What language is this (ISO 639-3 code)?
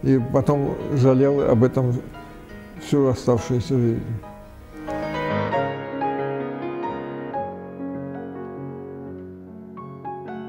rus